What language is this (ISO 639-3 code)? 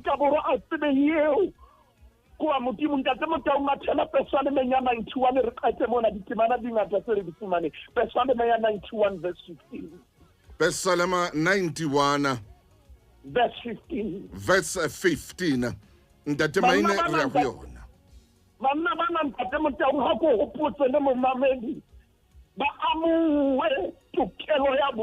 sot